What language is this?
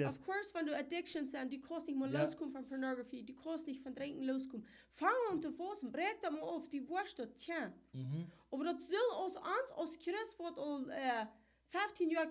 Plautdietsch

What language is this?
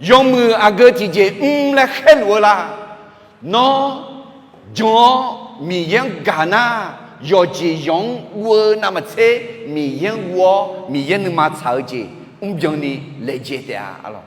Akha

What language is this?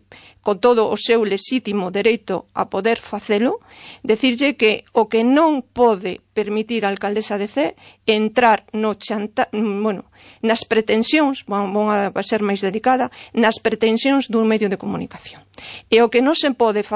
Galician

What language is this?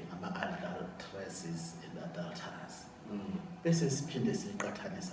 Zulu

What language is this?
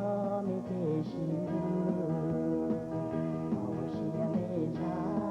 Hmong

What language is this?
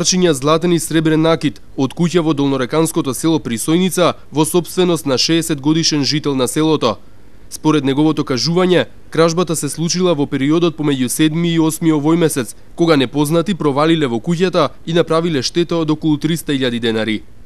Macedonian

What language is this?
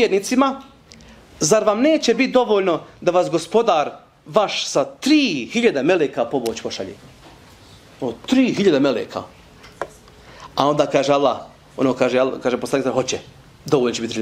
Bosnian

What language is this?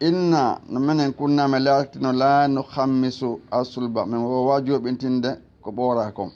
Fula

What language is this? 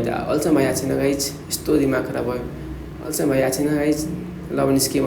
Nepali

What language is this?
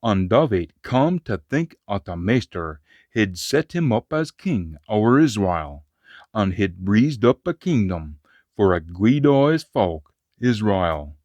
Scots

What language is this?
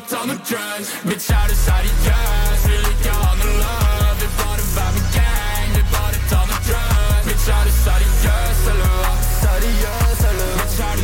Norwegian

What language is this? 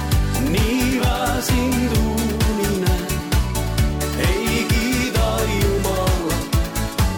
Estonian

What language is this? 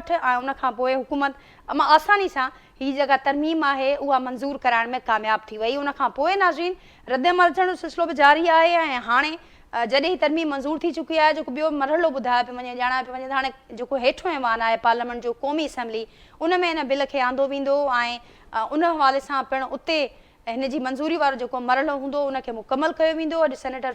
Sindhi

